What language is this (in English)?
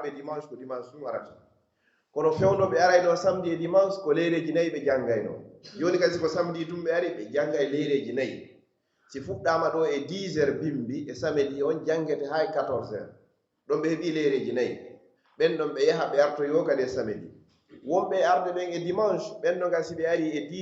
Pular